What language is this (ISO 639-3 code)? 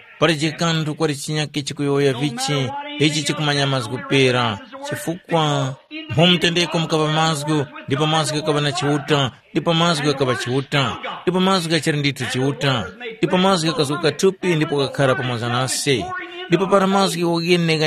tum